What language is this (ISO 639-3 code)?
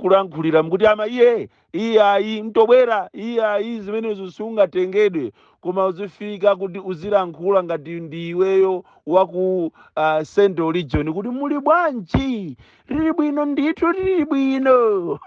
nya